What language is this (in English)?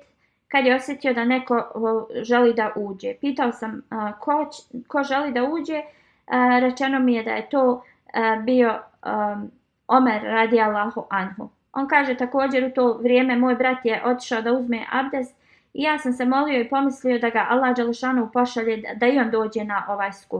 Bosnian